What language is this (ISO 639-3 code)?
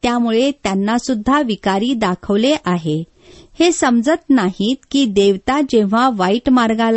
mar